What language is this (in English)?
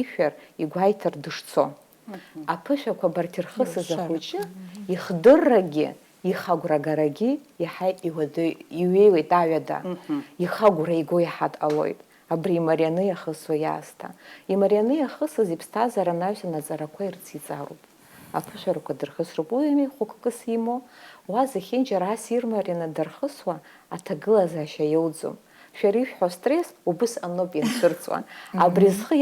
Abkhazian